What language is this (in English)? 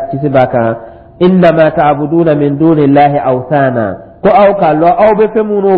Dyula